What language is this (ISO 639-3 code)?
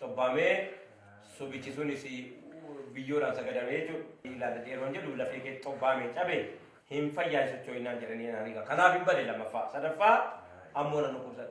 orm